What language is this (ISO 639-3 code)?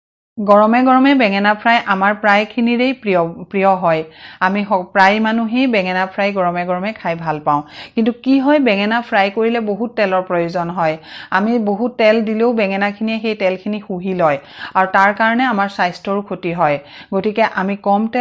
asm